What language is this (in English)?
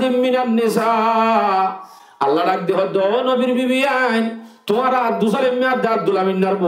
Rohingya